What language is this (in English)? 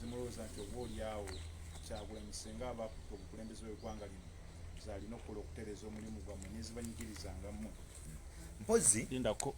Ganda